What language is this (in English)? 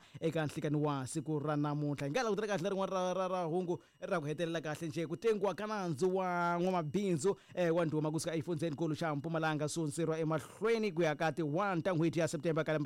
Tsonga